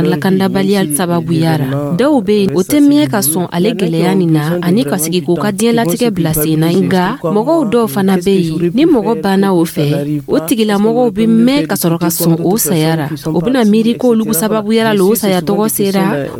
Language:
Dyula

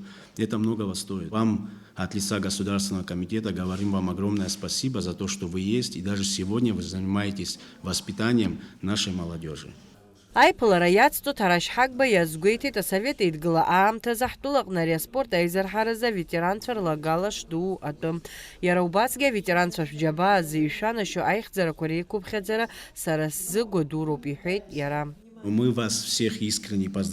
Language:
Abkhazian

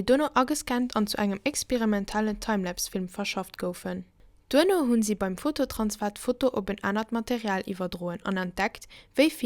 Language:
Luxembourgish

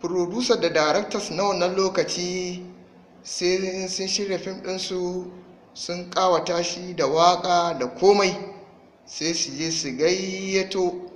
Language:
Hausa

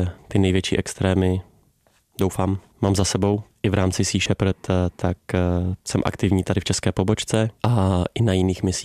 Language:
Czech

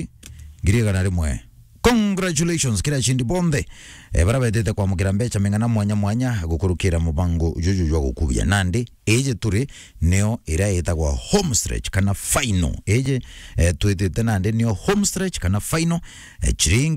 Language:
Meru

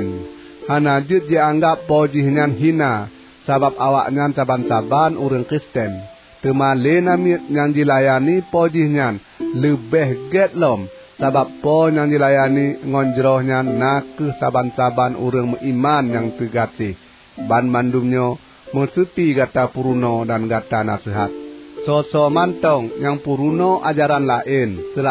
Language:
Achinese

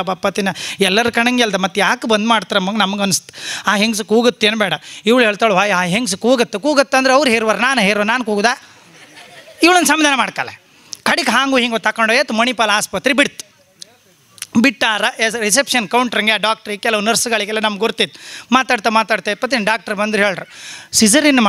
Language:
Kannada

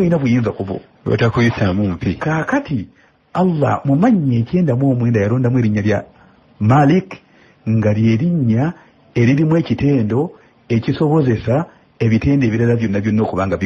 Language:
Ganda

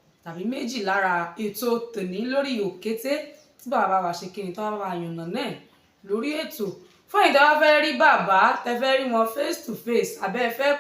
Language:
Yoruba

